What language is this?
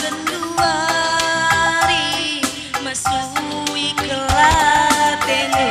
Batak Karo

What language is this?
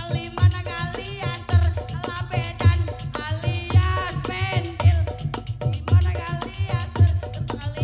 Betawi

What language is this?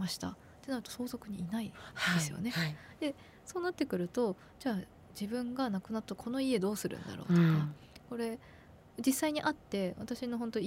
Japanese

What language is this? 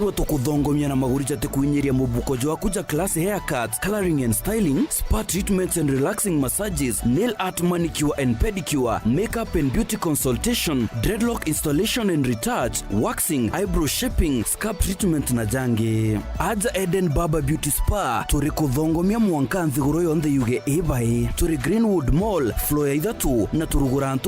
Meru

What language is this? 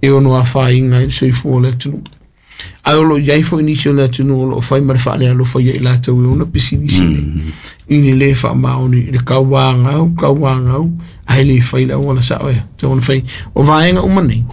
Samoan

